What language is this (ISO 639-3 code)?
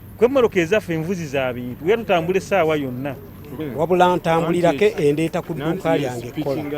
lug